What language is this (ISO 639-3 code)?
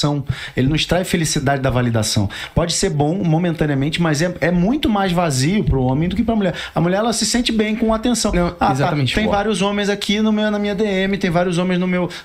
por